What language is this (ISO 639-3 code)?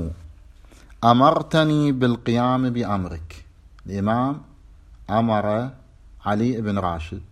ara